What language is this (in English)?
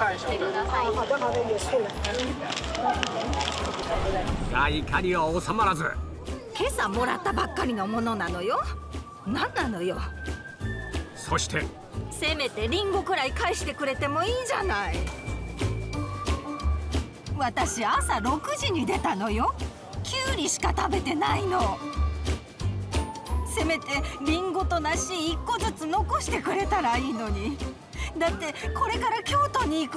Japanese